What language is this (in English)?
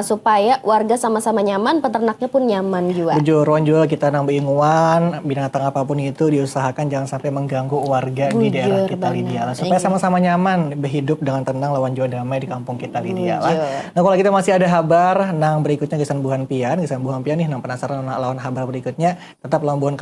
Banjar